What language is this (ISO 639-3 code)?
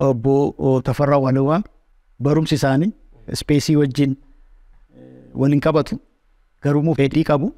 orm